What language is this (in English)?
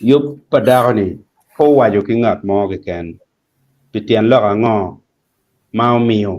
Acoli